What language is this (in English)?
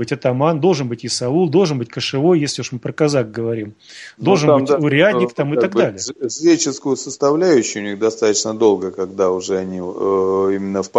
Russian